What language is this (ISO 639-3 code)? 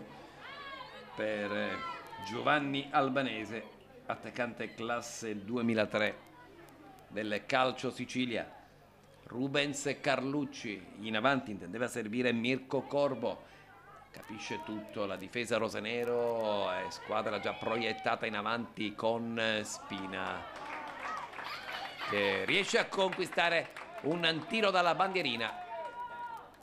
ita